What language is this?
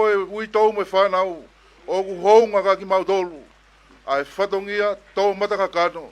Tongan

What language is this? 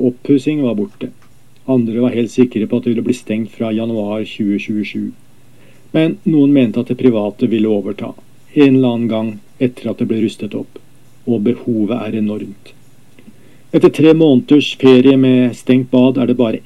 Norwegian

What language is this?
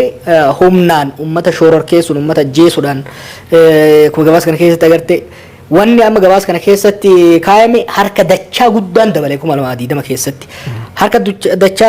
Oromo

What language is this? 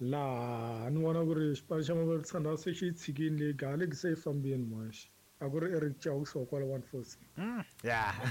Tsonga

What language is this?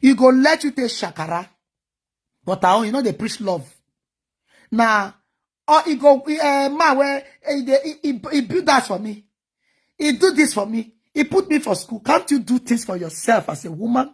Nigerian Pidgin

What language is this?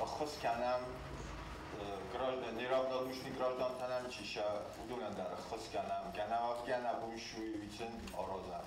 Ossetic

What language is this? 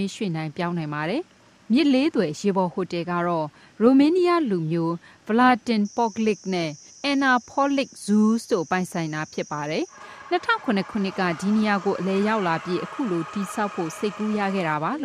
Burmese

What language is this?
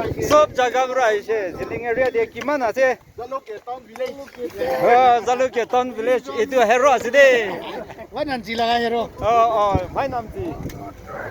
Naga Pidgin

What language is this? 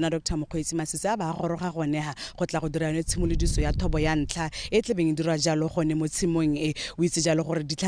Tswana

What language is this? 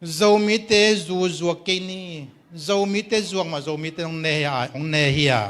Tedim Chin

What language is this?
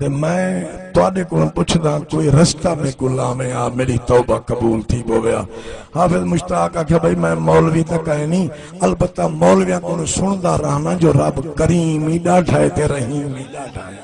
Saraiki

